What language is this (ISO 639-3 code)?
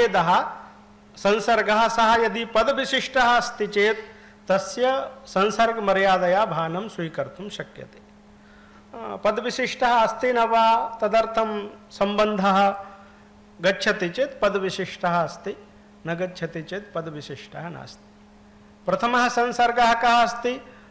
san